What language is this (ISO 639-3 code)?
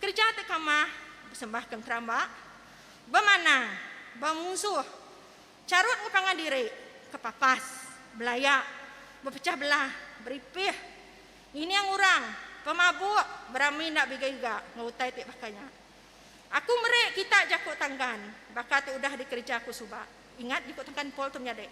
iba